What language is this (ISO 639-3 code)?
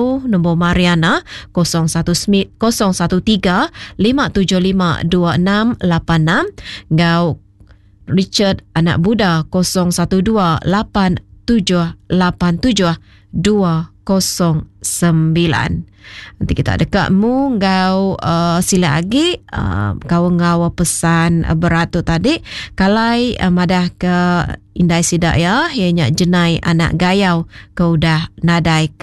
iba